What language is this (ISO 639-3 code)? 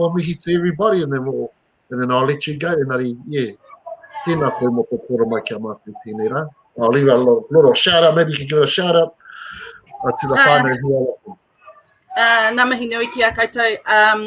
mri